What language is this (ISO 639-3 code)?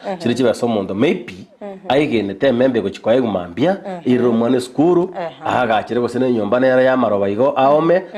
guz